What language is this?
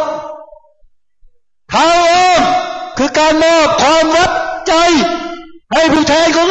Thai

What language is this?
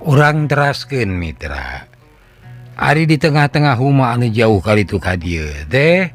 Sundanese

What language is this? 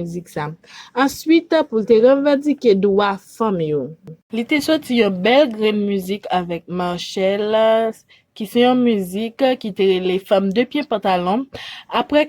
Haitian Creole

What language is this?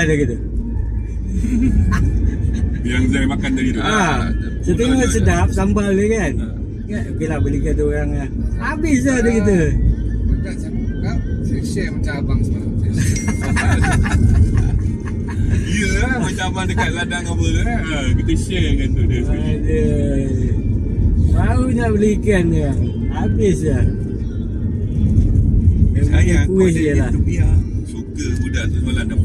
Malay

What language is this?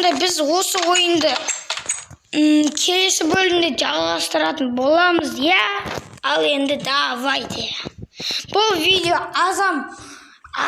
Kazakh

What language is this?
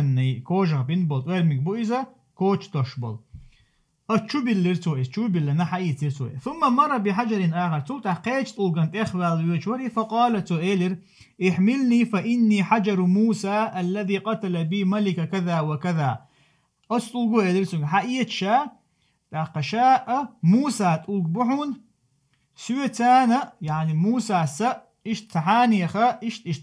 Chechen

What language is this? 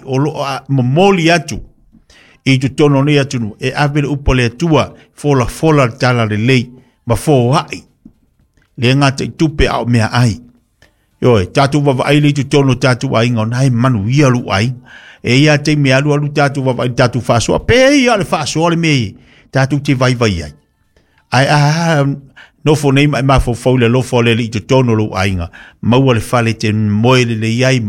Samoan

